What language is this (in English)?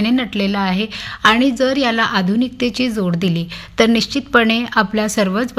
Marathi